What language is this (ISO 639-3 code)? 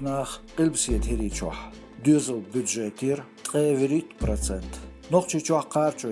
che